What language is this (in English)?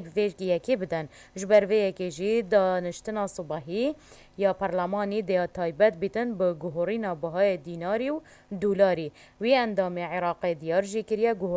Kurdish